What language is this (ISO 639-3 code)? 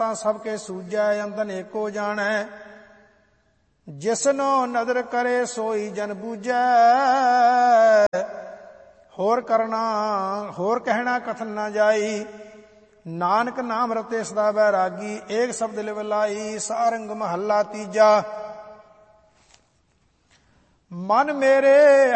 pan